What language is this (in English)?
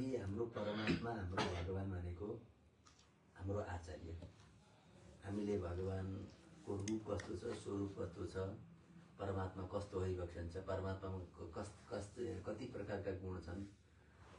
Nepali